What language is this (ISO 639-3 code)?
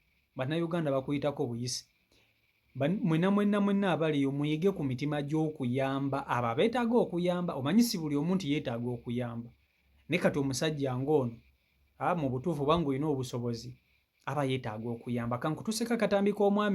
lug